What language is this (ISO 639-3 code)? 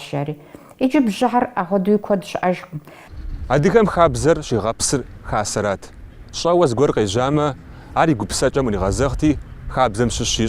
kbd